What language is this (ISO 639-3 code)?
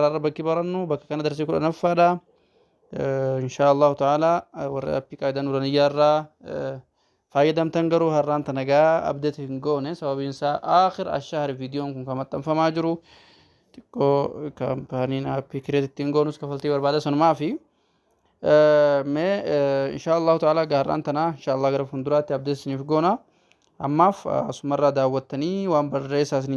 orm